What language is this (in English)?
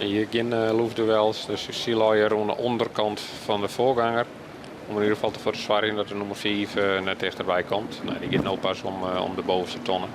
Western Frisian